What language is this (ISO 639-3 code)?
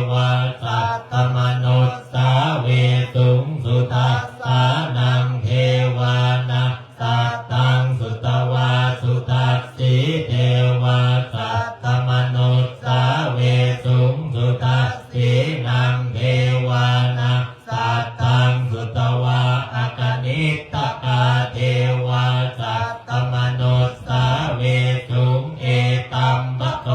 pli